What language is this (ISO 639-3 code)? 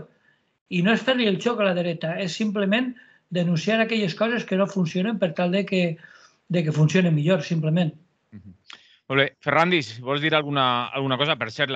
cat